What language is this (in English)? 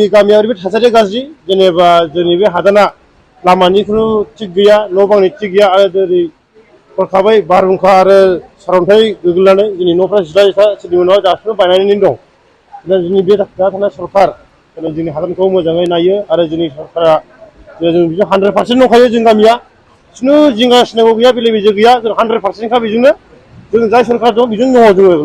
Bodo